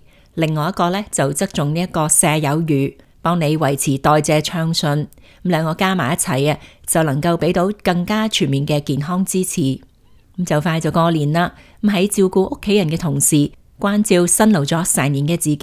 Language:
Cantonese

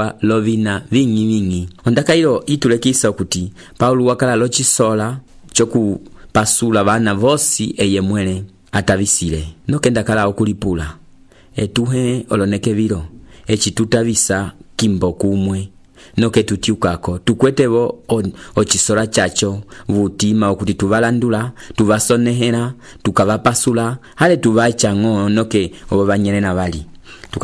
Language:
Umbundu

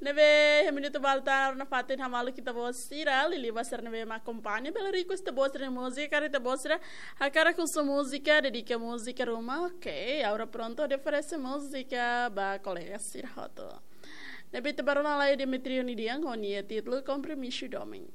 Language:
Tetum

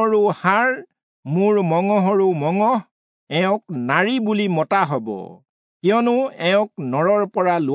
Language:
Assamese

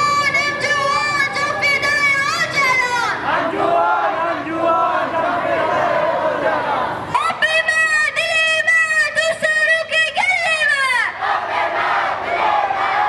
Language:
Kurdish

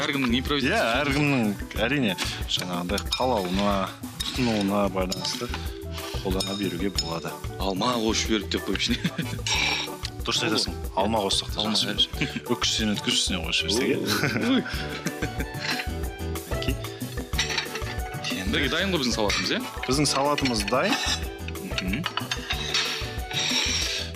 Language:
Kazakh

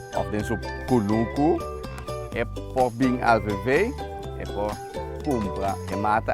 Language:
Papiamento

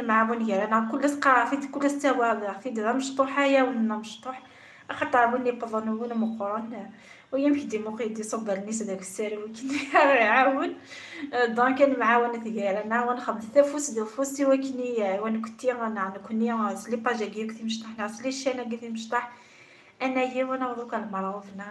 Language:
Kabyle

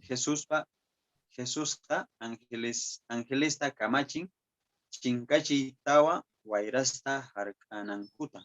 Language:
Quechua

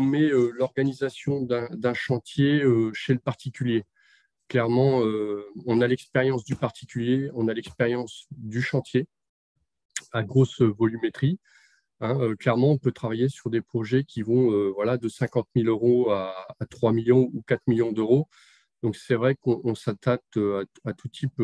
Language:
French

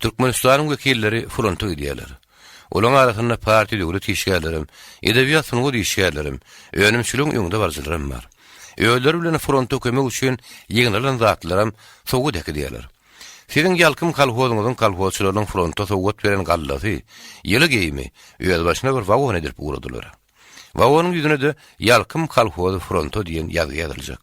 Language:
Turkmen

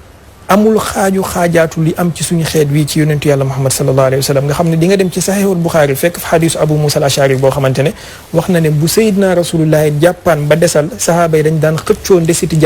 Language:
Wolof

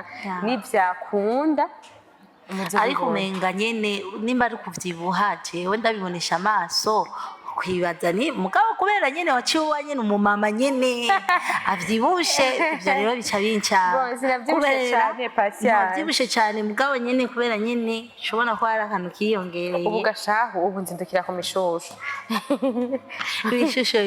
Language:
Rundi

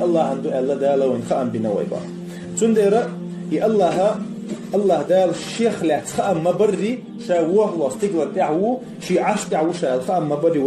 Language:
Chechen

